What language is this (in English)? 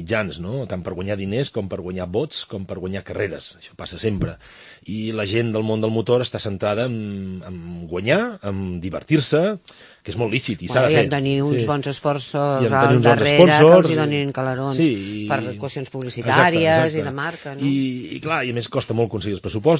Catalan